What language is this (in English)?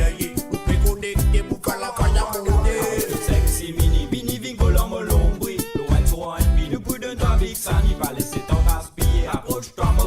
Morisyen